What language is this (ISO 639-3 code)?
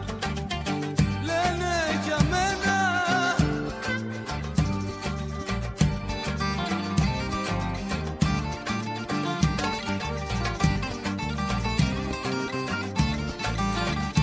ell